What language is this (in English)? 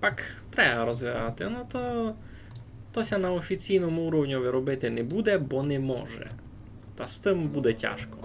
Rusyn